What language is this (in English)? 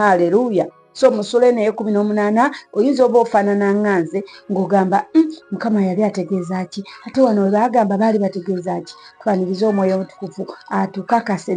Ganda